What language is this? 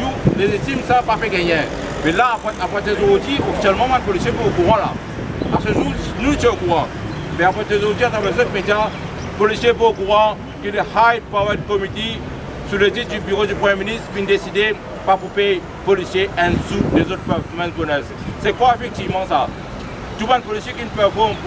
Morisyen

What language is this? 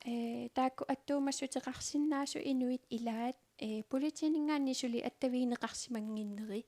Kalaallisut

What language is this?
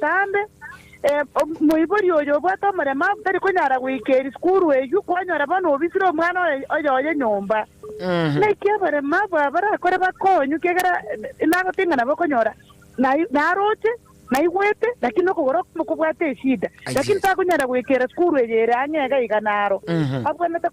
Gusii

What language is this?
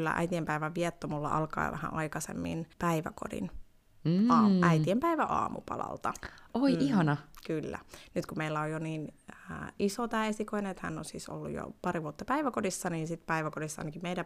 Finnish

